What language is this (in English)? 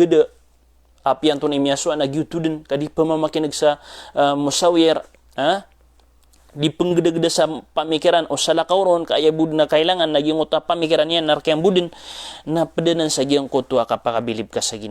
Maranao